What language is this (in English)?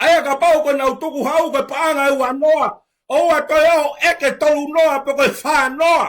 Tongan